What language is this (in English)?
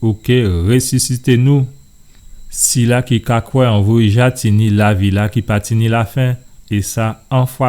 Guadeloupean Creole French